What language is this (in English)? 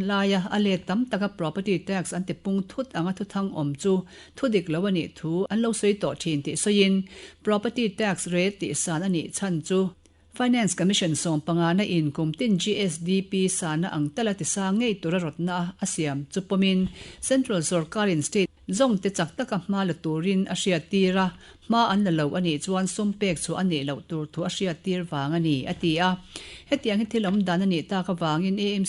Mizo